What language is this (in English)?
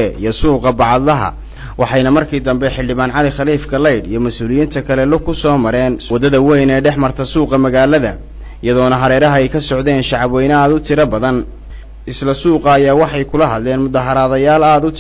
Somali